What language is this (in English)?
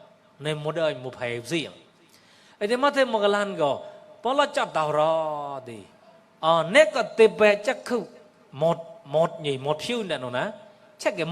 Mon